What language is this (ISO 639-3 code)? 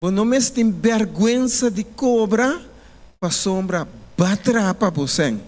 pap